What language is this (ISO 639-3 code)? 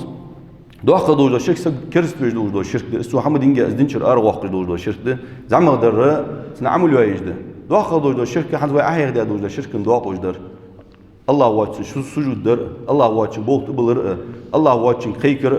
inh